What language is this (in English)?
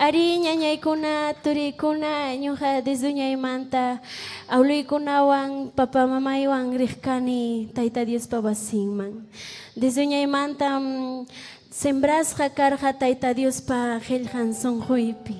Ayacucho Quechua